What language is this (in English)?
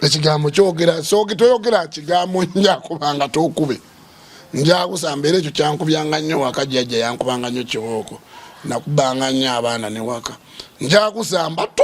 Ganda